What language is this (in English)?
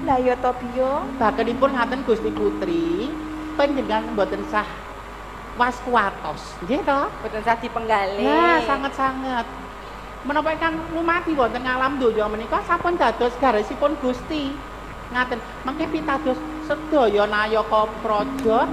Javanese